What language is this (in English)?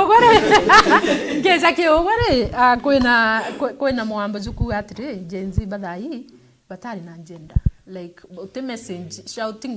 Meru